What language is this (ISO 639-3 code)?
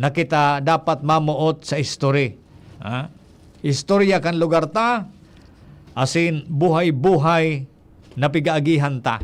bik